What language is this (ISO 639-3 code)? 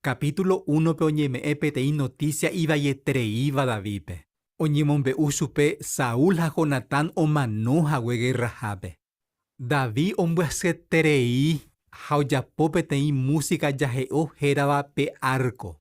grn